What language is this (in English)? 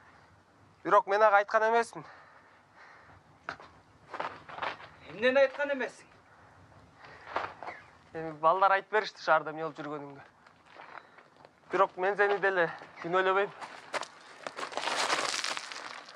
Kyrgyz